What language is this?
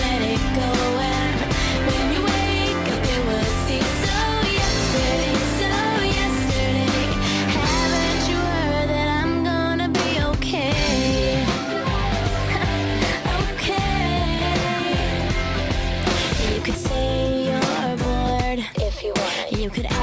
English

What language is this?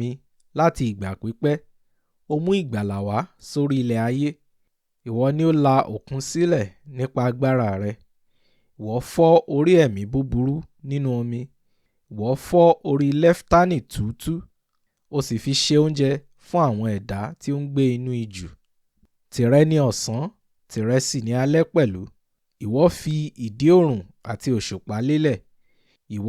Yoruba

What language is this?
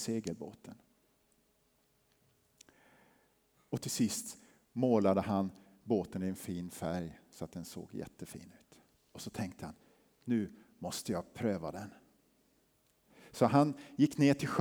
Swedish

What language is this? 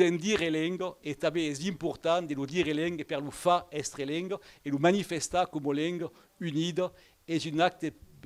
Occitan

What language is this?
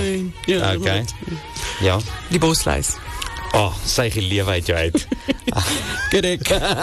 Afrikaans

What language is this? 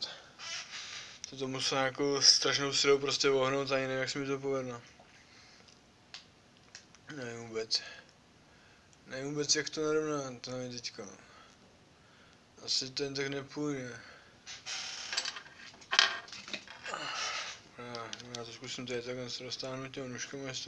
Czech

